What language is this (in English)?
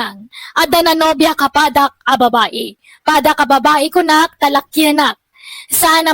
Iloko